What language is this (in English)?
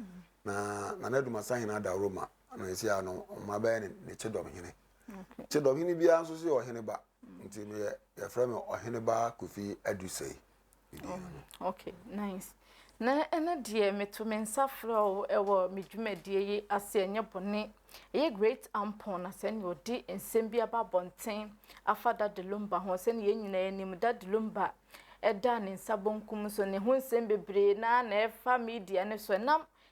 Akan